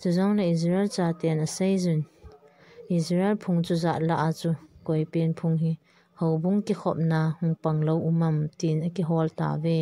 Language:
Thado Chin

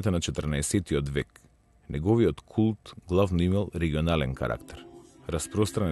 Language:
Macedonian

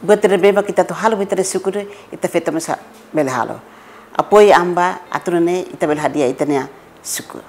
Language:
Tetum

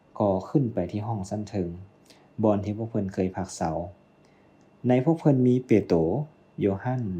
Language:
Lao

